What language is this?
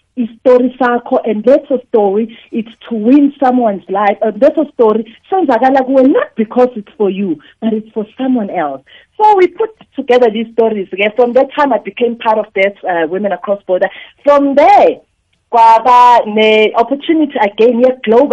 South Ndebele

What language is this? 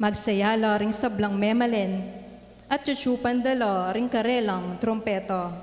Pampanga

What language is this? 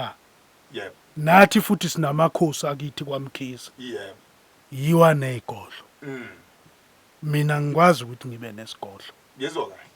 Zulu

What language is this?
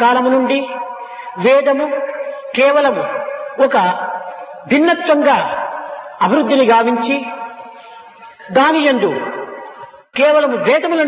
Telugu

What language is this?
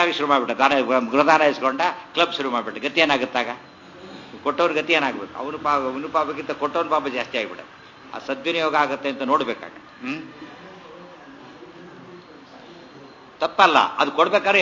Kannada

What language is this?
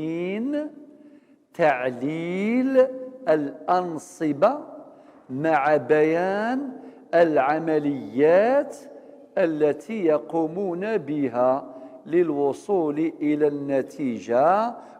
Kabyle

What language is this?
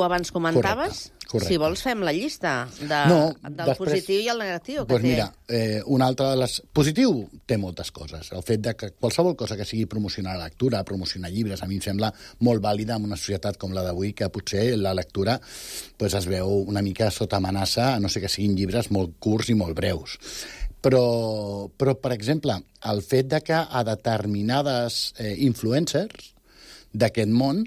Catalan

